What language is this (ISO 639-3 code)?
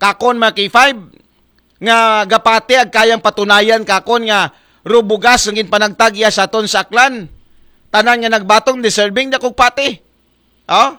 akl